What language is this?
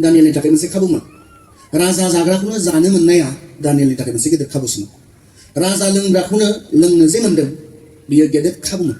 Bodo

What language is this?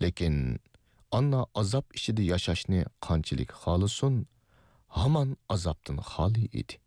Uyghur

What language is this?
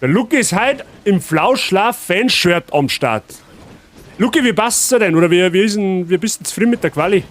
Bavarian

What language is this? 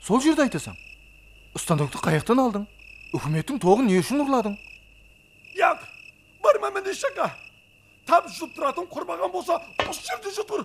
Kara-Kalpak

